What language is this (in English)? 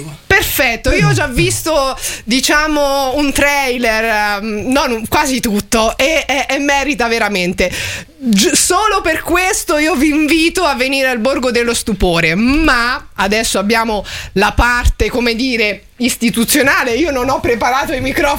Italian